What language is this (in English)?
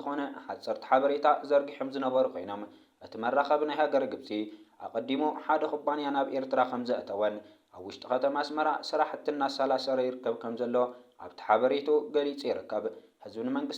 Tigrinya